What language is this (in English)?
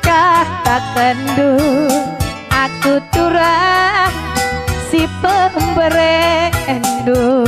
Batak Karo